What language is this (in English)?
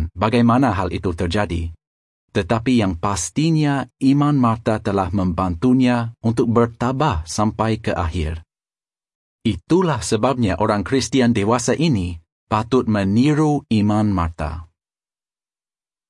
Malay